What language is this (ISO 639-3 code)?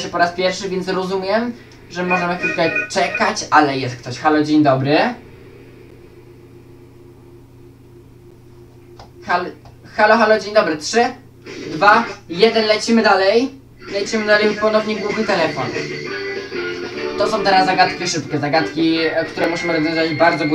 pol